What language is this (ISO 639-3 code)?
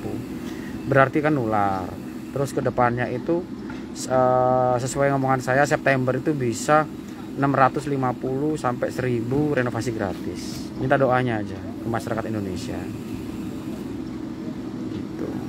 ind